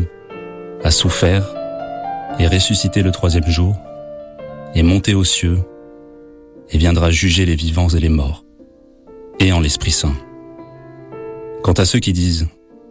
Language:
French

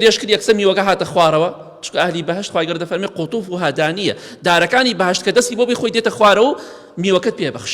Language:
Central Kurdish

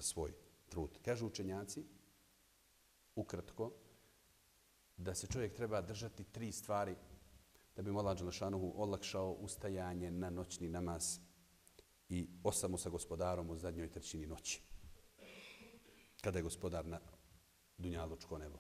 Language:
Bosnian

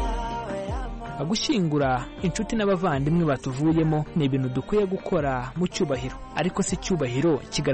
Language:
Kinyarwanda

